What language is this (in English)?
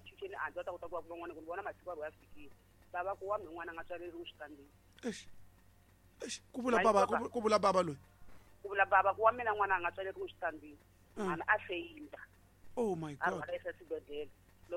Tsonga